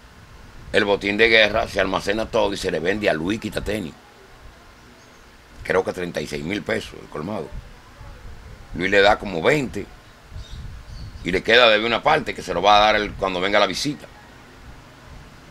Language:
Spanish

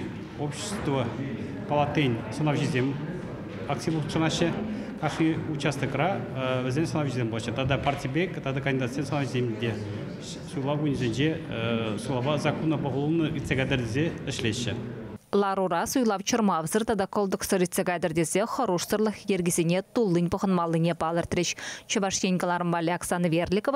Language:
Chuvash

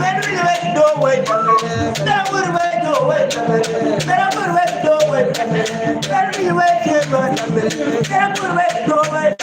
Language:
Acoli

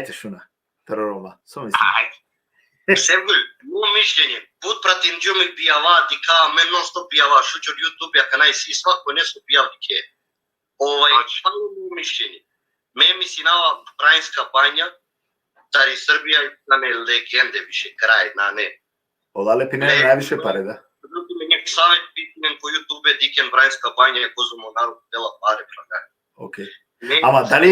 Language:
Balkan Romani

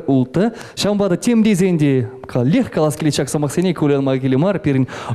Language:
Chuvash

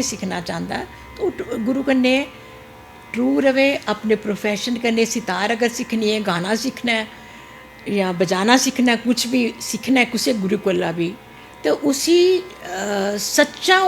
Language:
Dogri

